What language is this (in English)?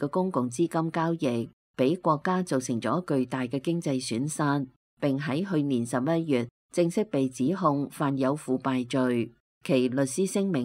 Cantonese